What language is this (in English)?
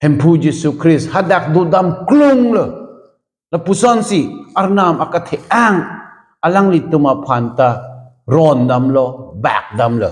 Karbi